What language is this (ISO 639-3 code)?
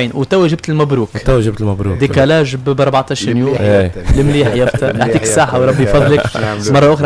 aeb